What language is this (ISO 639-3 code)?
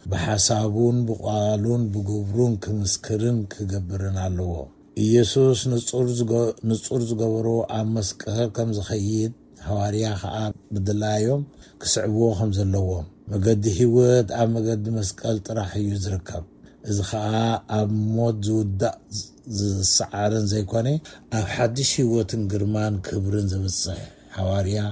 tir